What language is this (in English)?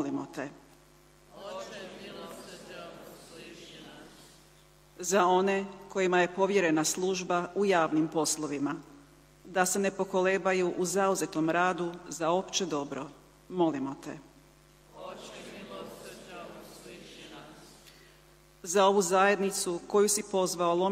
Croatian